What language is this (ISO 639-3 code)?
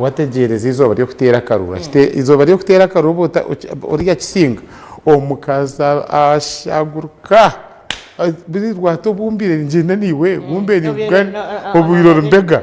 nyn